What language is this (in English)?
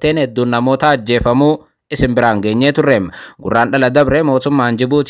Oromo